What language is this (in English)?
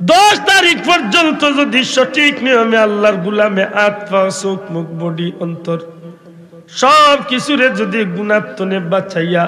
Sylheti